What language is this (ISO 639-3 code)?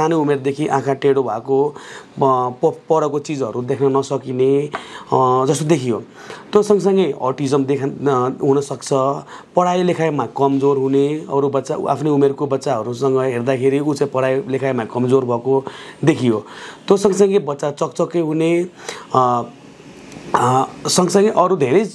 nep